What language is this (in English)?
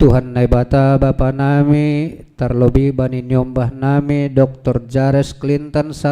Batak Simalungun